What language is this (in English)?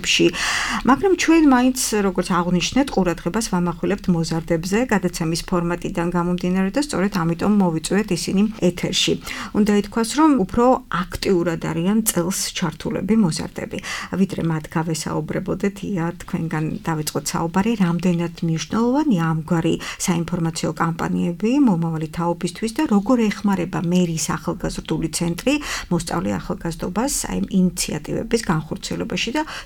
Georgian